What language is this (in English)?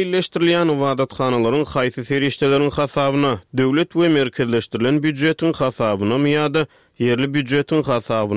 Turkmen